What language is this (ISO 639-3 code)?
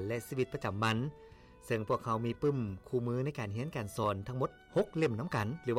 lao